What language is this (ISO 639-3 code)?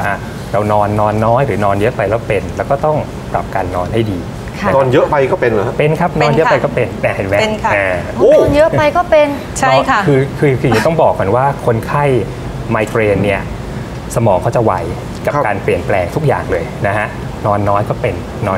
tha